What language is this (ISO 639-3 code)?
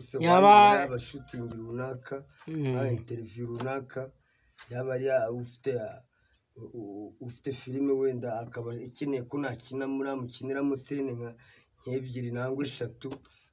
kin